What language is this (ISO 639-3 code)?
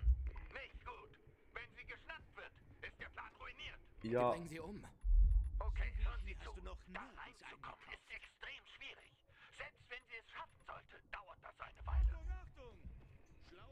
gsw